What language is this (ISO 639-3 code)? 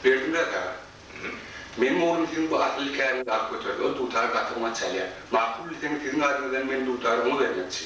tuk